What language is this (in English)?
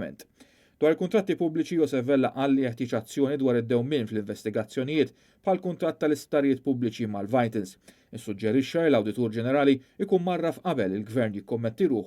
Maltese